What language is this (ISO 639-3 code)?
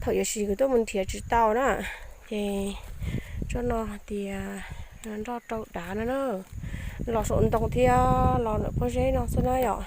hmn